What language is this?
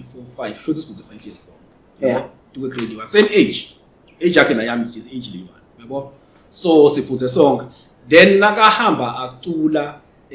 Zulu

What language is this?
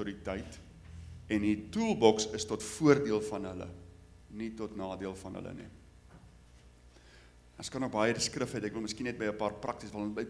Afrikaans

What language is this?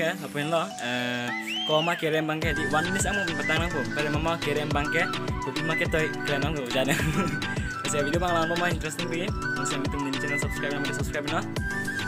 Karbi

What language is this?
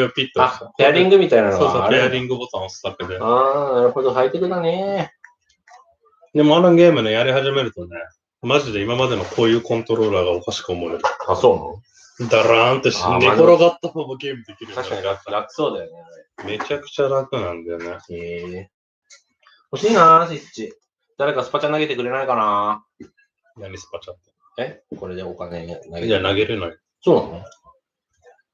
Japanese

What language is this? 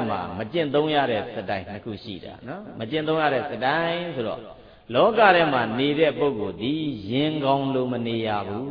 Burmese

